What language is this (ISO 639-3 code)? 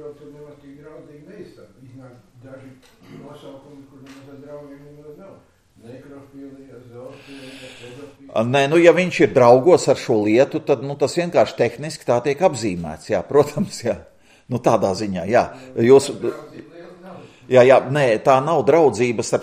lav